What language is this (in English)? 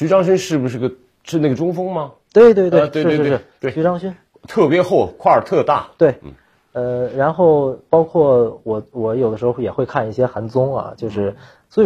Chinese